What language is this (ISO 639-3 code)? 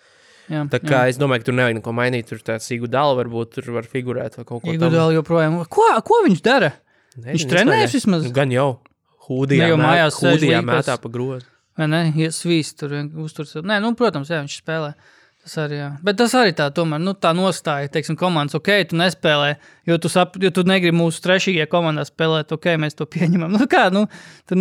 lav